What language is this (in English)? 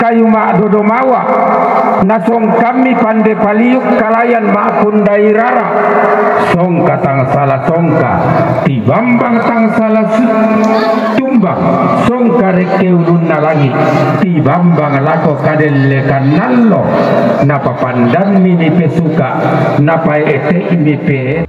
Toraja-Sa'dan